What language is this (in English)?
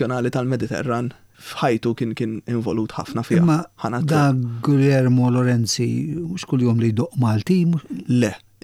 Maltese